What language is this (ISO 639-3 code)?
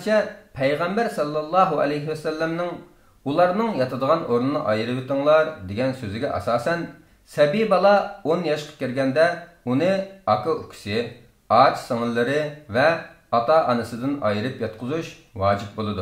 uig